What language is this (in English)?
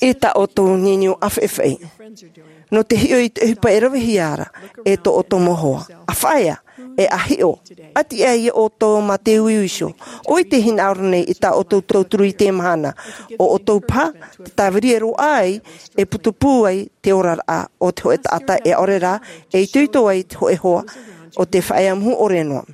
Tahitian